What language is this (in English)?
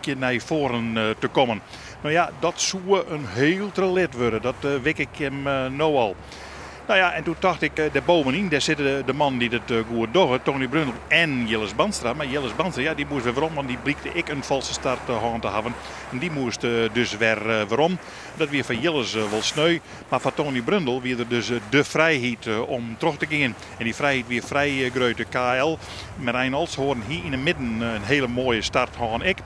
Western Frisian